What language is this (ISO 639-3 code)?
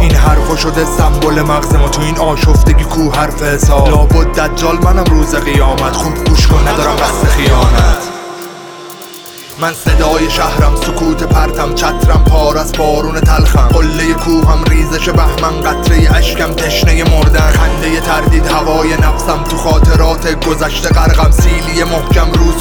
fas